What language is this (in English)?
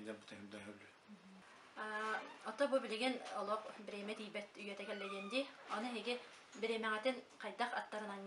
Yakut